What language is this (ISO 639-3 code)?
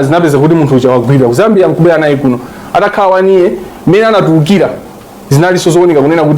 nya